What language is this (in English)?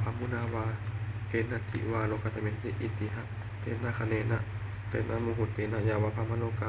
Pali